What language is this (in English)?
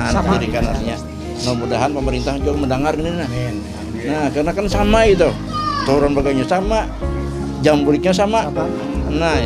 Banjar